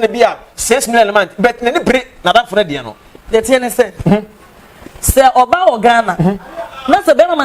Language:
Akan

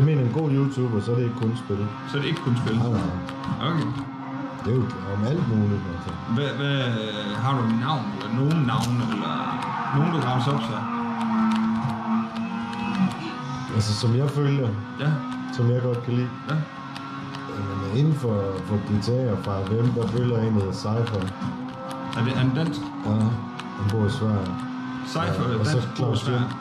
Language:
Danish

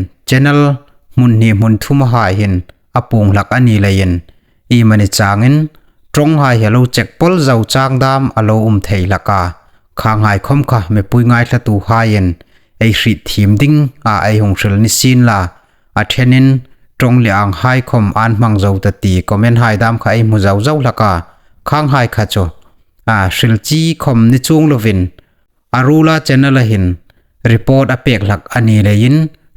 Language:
Hmar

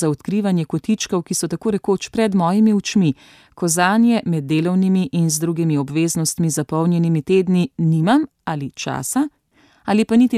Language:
Slovenian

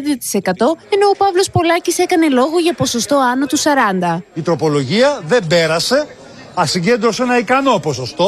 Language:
Greek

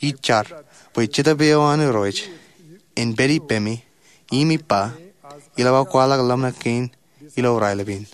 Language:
Marshallese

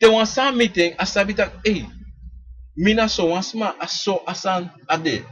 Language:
Sranan Tongo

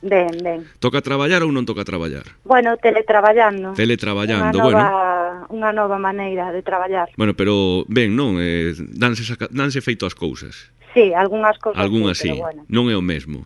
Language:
Galician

